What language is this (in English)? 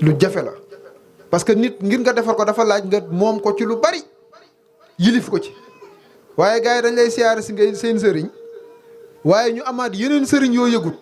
Wolof